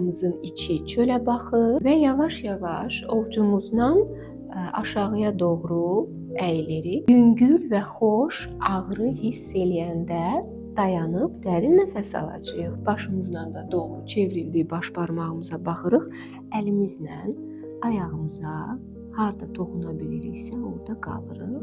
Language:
Azerbaijani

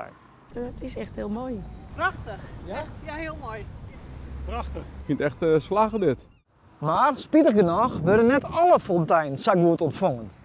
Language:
Western Frisian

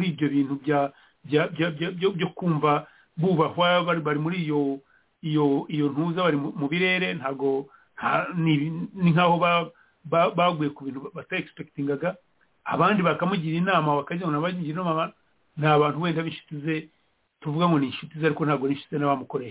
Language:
Kinyarwanda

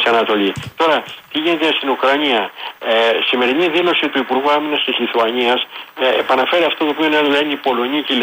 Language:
Greek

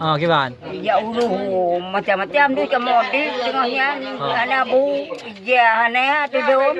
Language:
Achinese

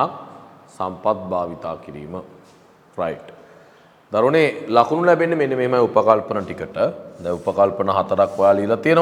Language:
Sinhala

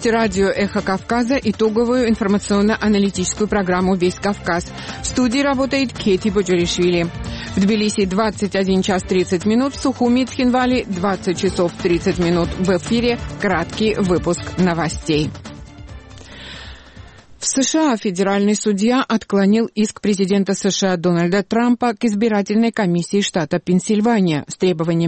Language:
Russian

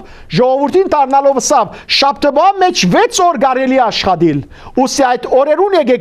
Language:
Western Armenian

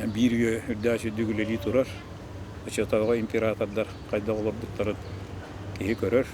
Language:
Yakut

